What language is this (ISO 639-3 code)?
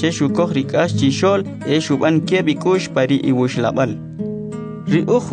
quc